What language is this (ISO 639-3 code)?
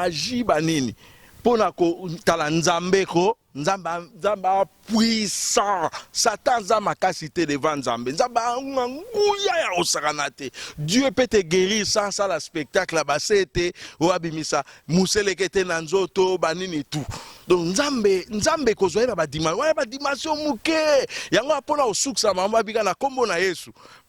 lin